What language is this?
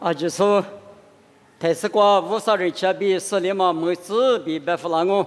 Lisu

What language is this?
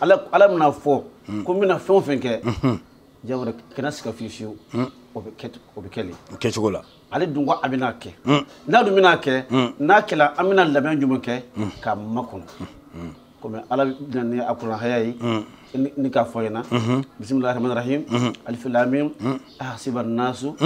Bambara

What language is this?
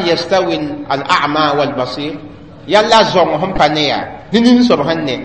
Mossi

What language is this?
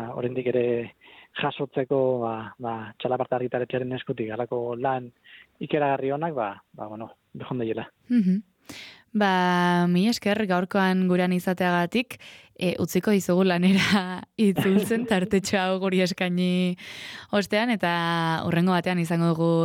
Basque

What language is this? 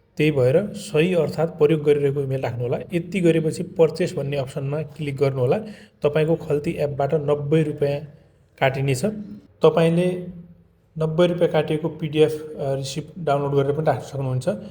Nepali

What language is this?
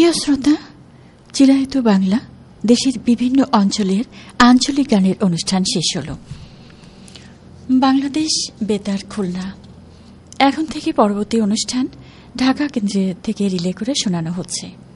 Bangla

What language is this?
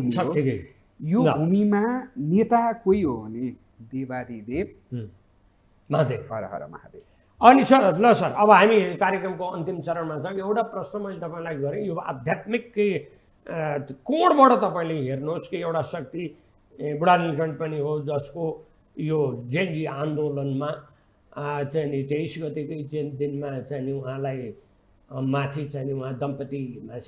Nepali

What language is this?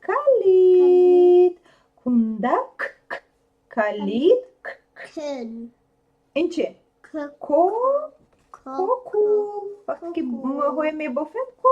Tajik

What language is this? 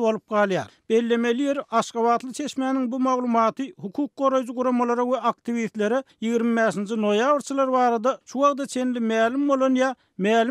Turkmen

